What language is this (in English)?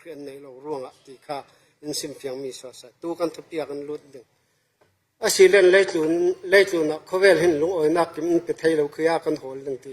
Falam Chin